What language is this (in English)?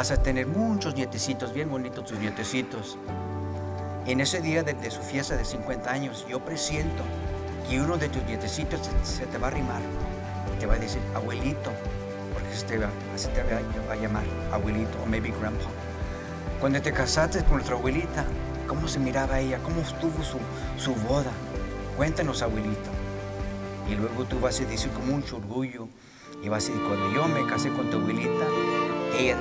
Spanish